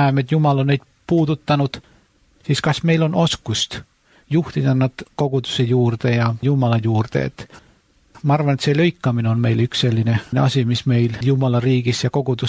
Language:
Estonian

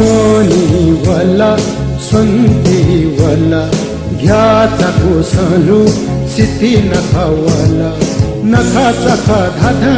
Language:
Newari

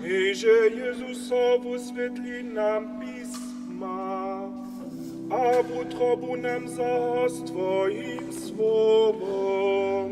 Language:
Upper Sorbian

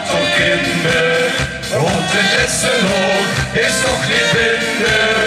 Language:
Limburgish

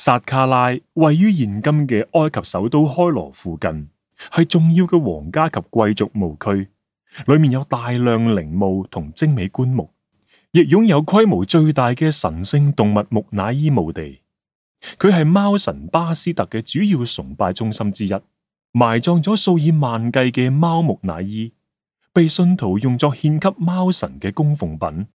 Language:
Cantonese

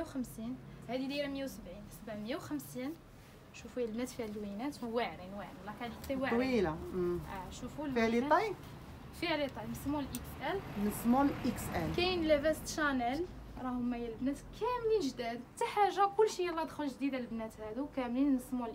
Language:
Moroccan Arabic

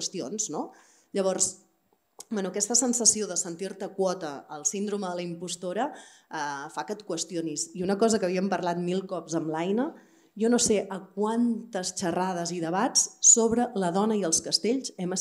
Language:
Catalan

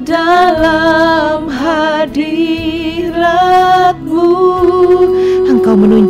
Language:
Indonesian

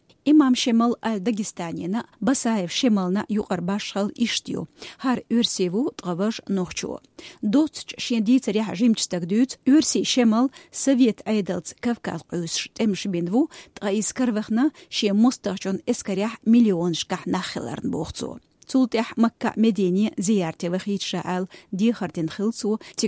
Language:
Chechen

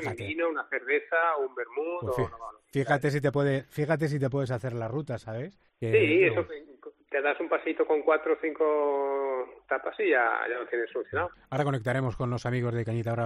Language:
Spanish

